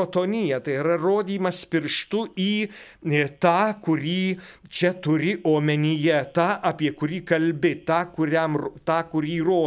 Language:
Lithuanian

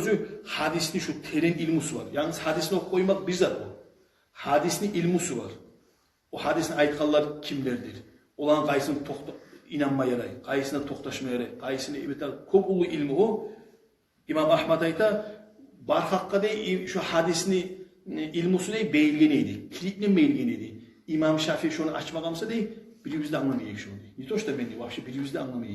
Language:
Kumyk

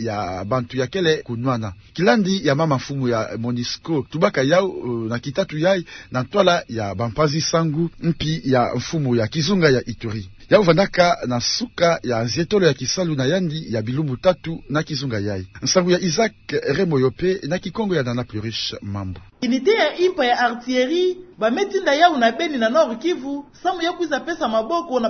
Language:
Kituba (Democratic Republic of Congo)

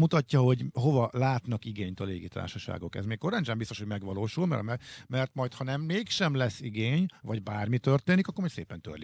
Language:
Hungarian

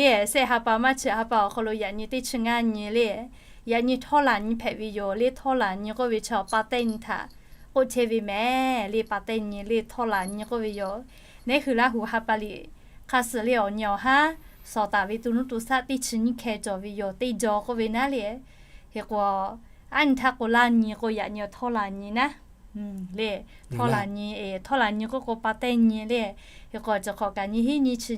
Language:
Lahu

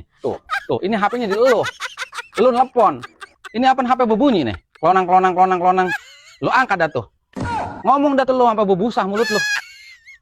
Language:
Betawi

